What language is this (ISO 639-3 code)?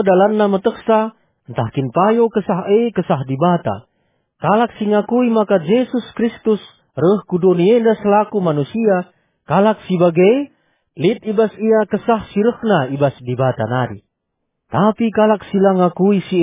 btx